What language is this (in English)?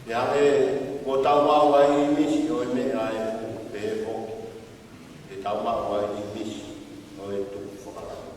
Tongan